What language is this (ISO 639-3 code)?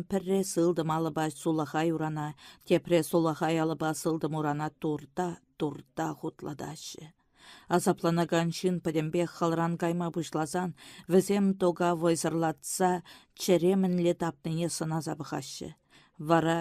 chv